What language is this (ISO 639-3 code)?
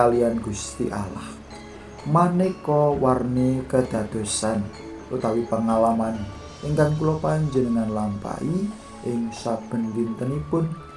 jav